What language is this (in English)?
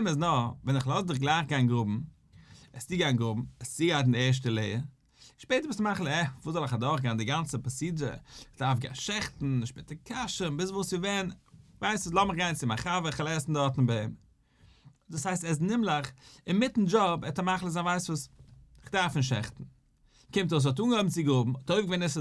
Yiddish